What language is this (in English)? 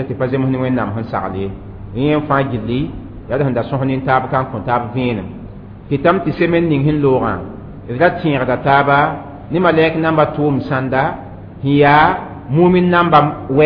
Mossi